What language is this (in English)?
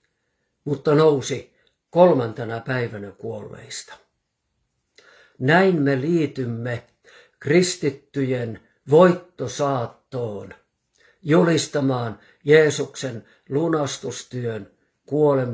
Finnish